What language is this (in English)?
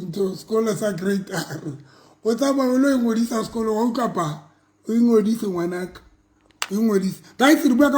Southern Sotho